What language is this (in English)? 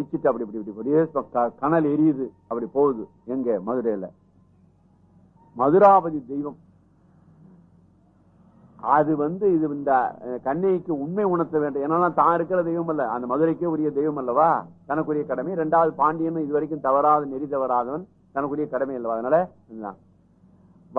Tamil